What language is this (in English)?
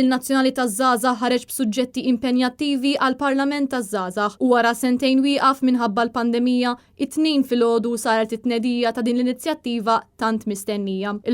Maltese